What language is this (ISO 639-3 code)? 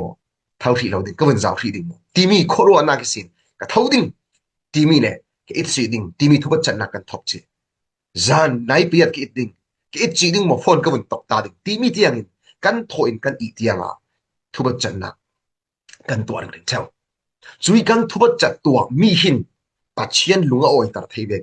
cfm